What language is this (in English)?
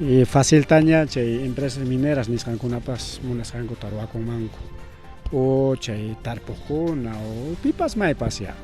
Ayacucho Quechua